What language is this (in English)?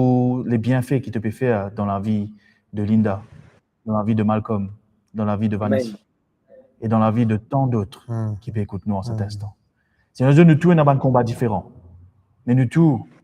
Morisyen